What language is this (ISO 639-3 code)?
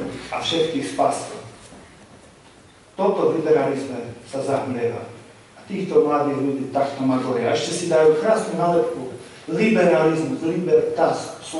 slk